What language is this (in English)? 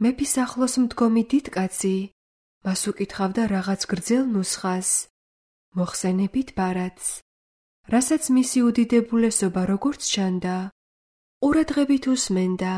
Georgian